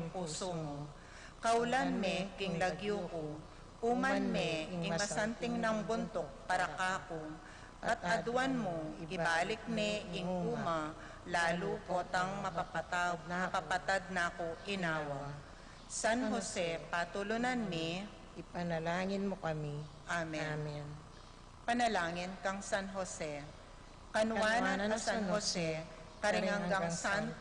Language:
Pampanga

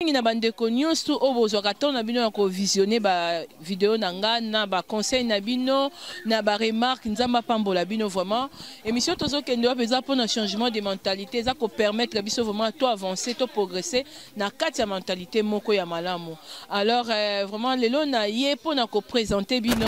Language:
Lingala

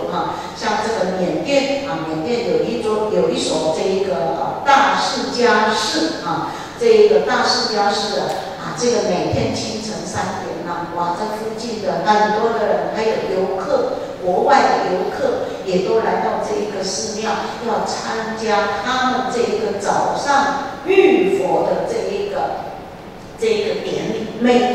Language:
Chinese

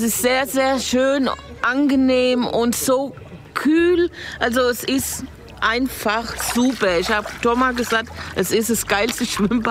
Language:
German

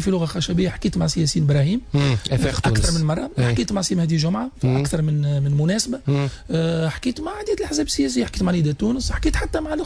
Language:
Tunisian Arabic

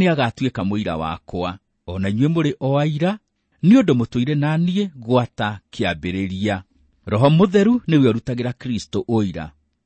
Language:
Kikuyu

